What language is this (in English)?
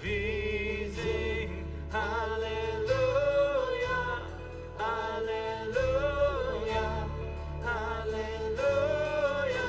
Plautdietsch